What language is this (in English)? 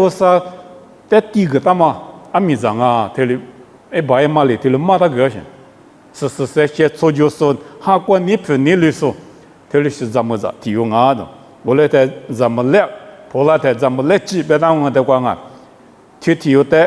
Lisu